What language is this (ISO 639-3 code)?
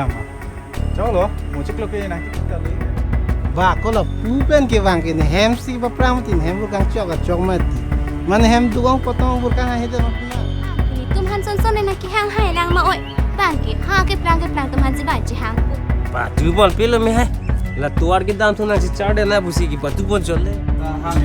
mjw